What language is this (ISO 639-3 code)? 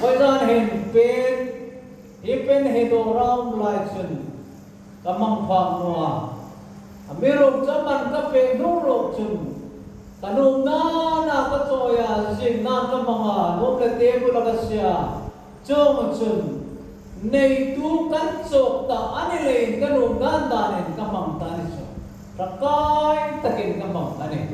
hmr